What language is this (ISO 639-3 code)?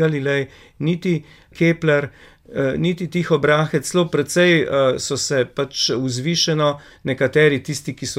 slv